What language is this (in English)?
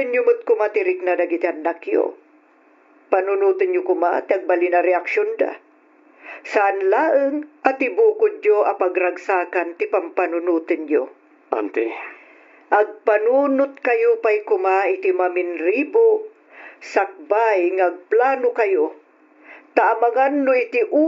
Iloko